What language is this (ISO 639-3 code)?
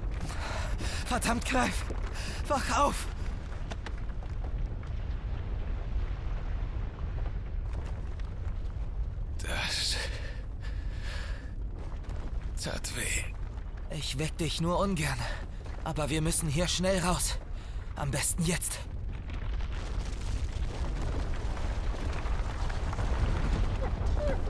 deu